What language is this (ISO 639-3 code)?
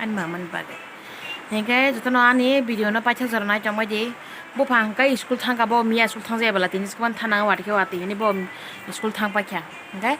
trp